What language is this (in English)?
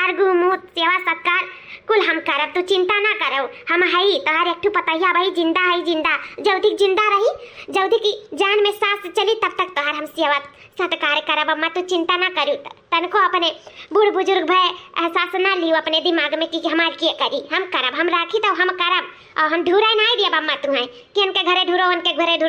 Awadhi